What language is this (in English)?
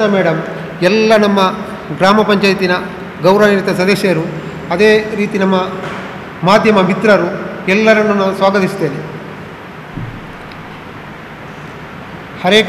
Kannada